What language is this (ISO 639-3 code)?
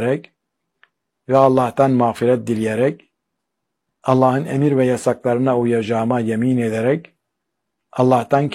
tur